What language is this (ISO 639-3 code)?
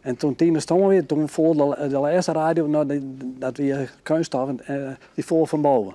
fry